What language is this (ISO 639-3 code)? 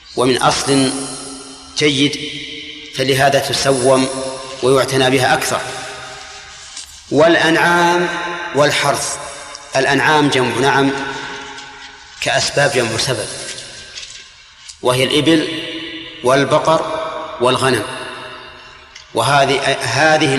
ara